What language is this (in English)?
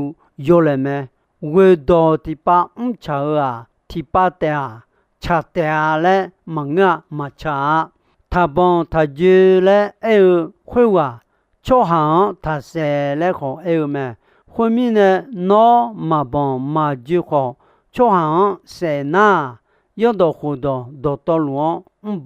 Akha